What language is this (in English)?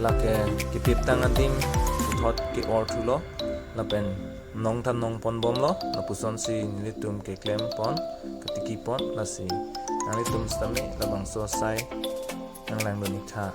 Karbi